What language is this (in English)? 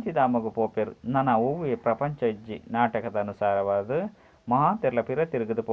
Tulu